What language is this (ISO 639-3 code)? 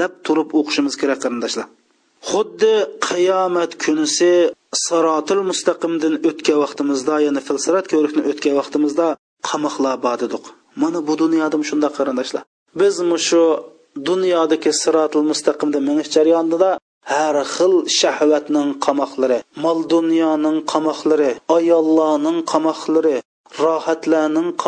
uig